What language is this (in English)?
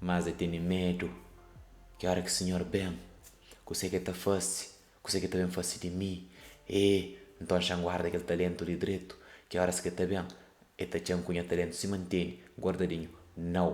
Kabuverdianu